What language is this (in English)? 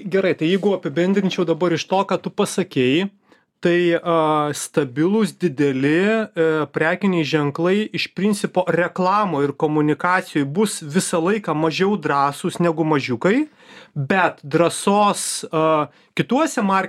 Lithuanian